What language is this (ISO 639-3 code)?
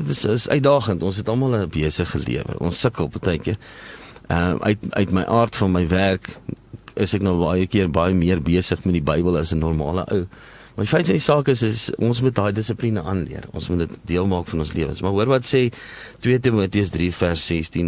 afr